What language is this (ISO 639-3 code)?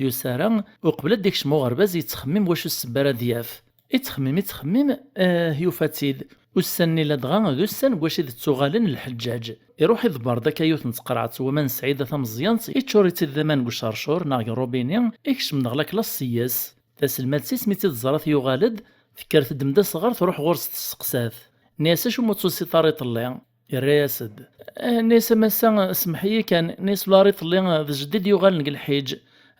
kab